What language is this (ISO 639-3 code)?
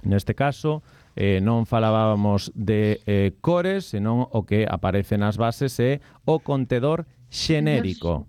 glg